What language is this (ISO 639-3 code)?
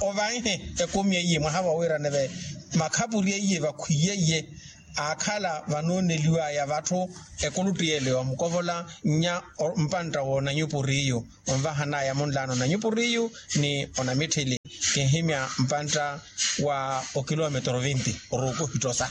vmw